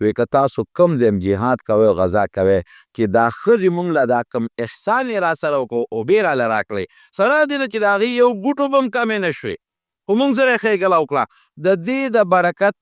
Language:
Pashto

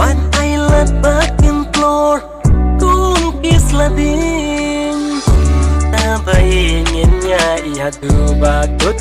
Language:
Khasi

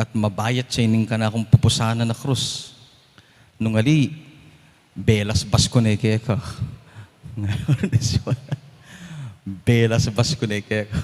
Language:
Pampanga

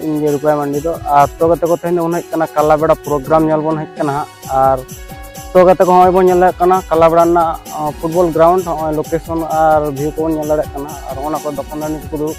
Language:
Santali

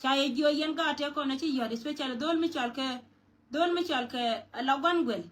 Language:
Nuer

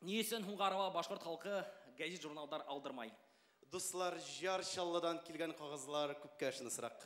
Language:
Bashkir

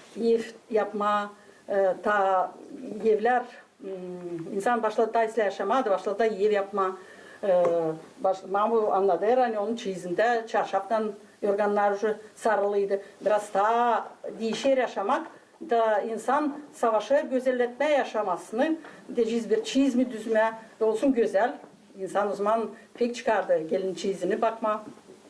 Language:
Gagauz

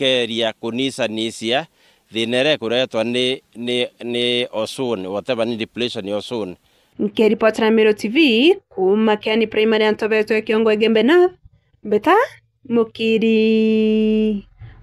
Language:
Meru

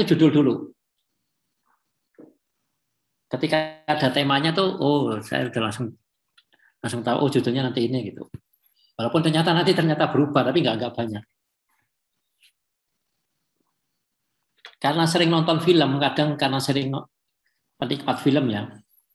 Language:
Indonesian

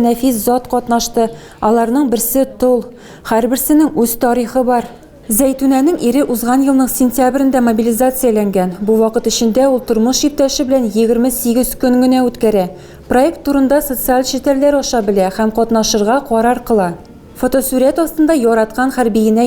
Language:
Tatar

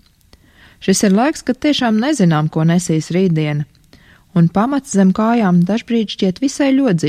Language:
Latvian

